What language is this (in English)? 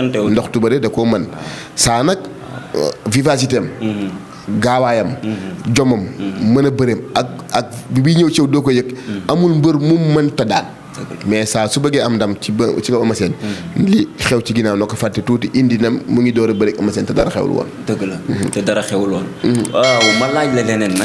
Wolof